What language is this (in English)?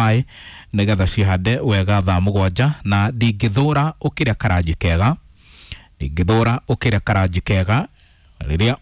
Kikuyu